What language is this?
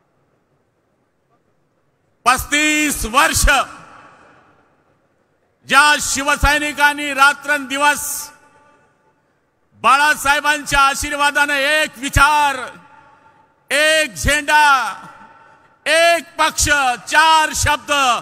Marathi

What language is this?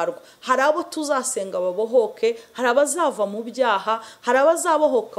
Kinyarwanda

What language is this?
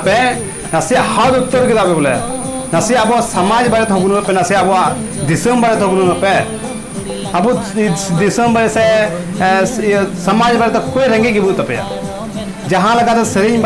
Santali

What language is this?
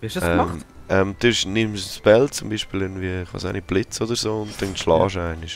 Swiss German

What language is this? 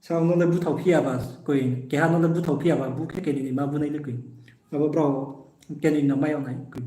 Riang (India)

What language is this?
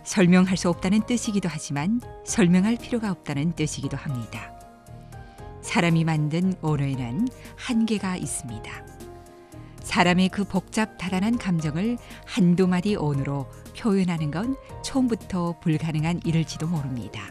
Korean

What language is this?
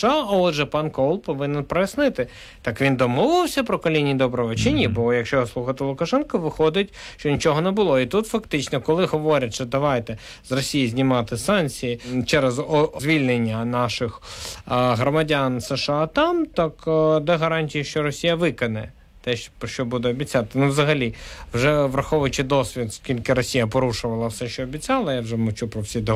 Ukrainian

